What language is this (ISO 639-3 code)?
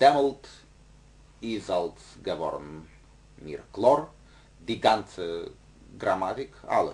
yid